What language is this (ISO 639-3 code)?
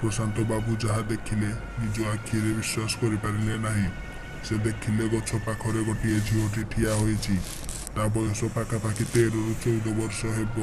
ori